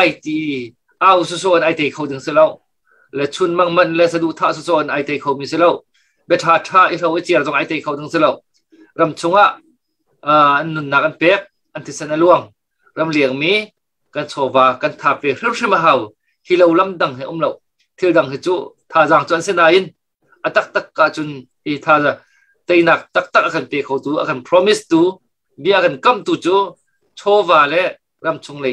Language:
Hakha Chin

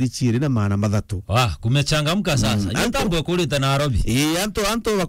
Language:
Meru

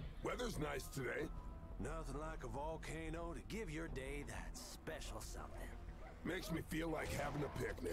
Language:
English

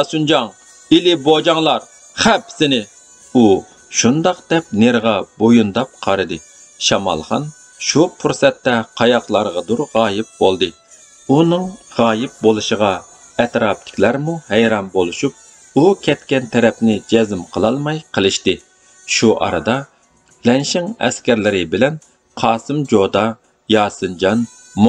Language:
Uyghur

